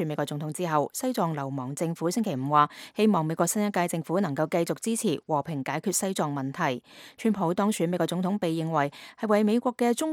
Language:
Cantonese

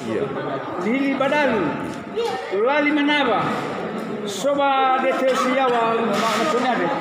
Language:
Nias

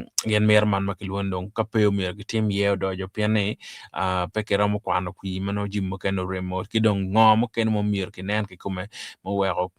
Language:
Acoli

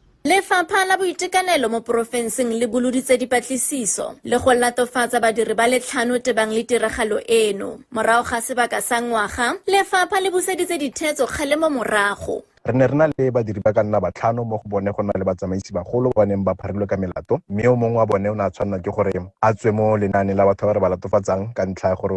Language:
Tswana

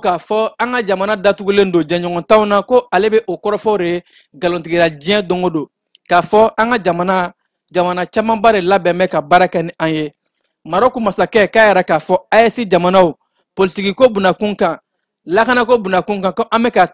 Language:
Bambara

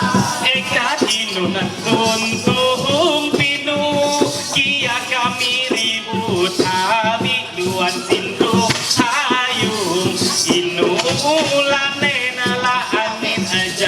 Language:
Ma'anyan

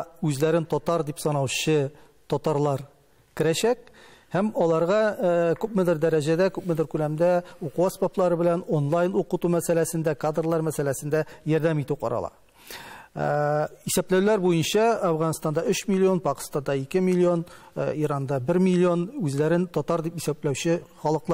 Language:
Tatar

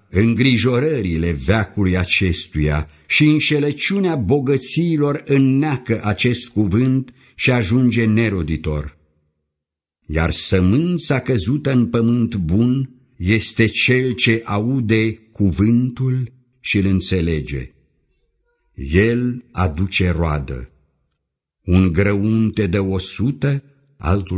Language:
Romanian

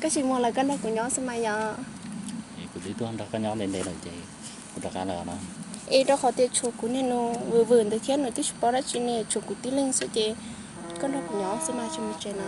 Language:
Hmong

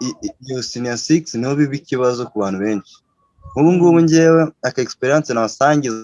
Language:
Kinyarwanda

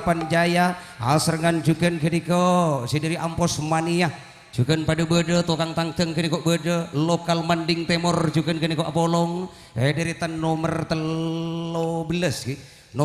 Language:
Madurese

